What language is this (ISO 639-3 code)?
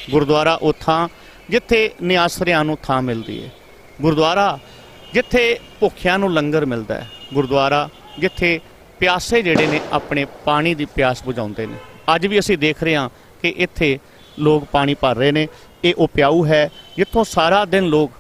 pan